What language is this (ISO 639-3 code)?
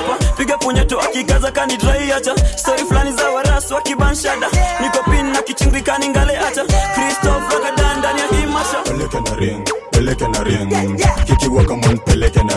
swa